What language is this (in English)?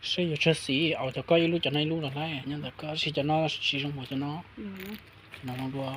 Hmong